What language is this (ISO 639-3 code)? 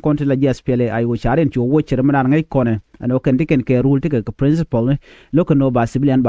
nus